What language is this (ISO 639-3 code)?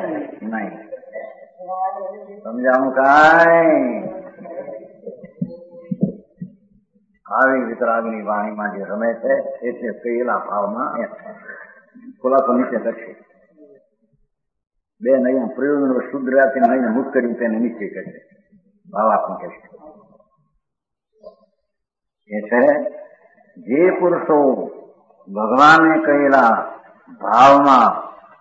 guj